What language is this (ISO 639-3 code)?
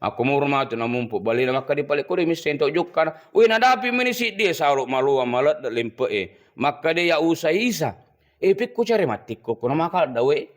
bug